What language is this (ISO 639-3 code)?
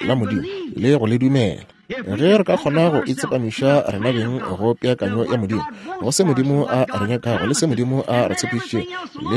nso